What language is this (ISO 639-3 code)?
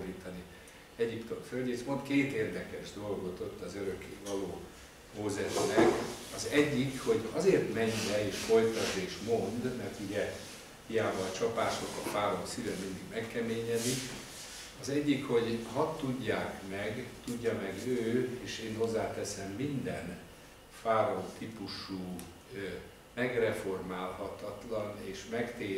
hun